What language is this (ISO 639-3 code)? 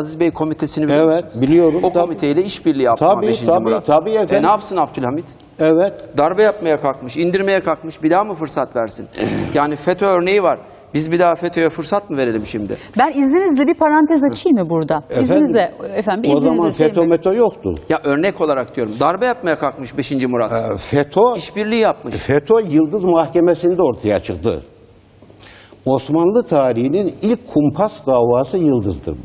tur